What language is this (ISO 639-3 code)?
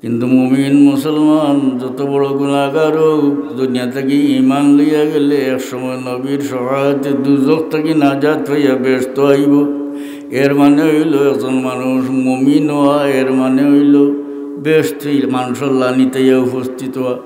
syl